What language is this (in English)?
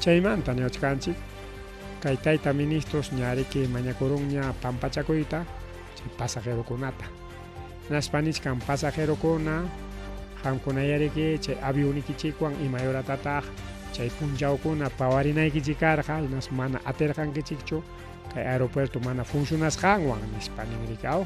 Ayacucho Quechua